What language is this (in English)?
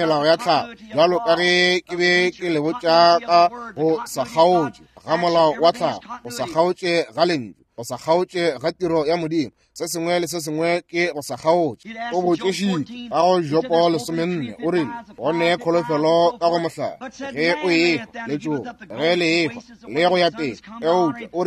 Northern Sotho